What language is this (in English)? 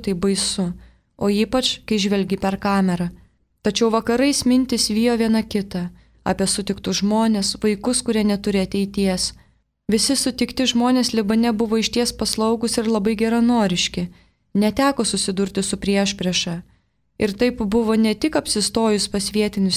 Lithuanian